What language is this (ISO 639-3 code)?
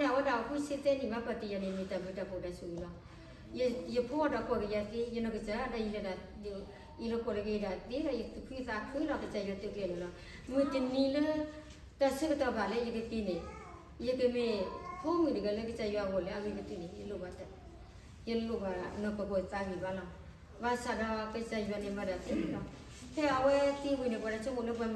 ksw